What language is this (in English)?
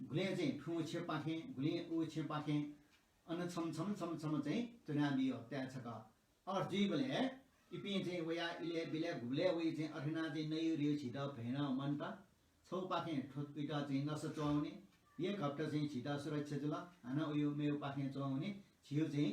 Newari